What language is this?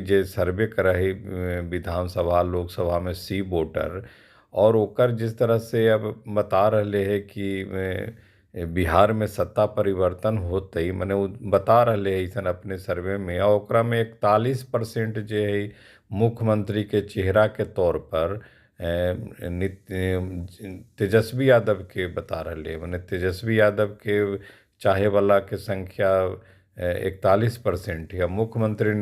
Magahi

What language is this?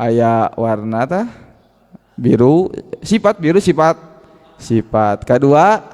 Sundanese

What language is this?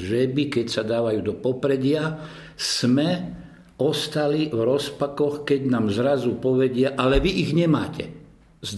Slovak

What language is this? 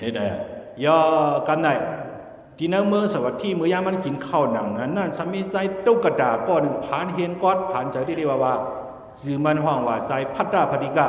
Shan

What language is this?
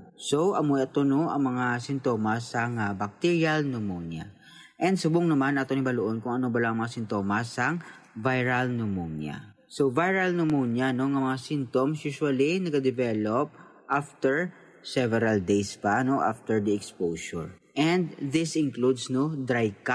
Hiligaynon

